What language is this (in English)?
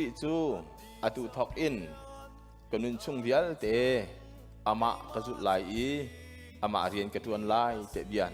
Hakha Chin